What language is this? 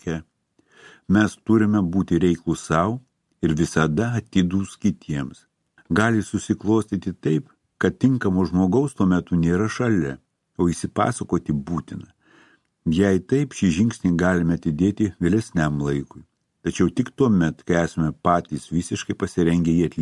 Lithuanian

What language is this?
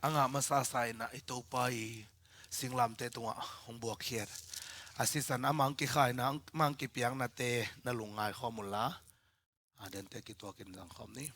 Tedim Chin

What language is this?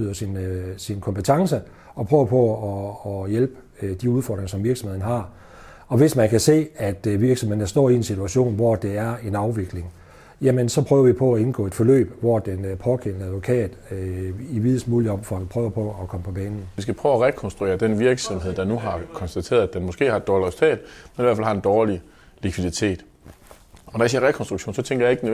Danish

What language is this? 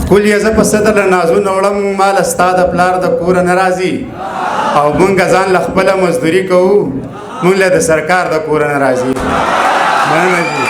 Pashto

